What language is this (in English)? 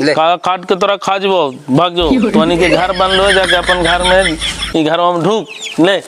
Magahi